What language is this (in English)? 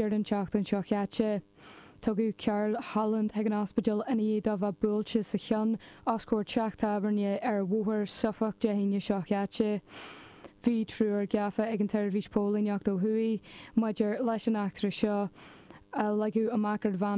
Irish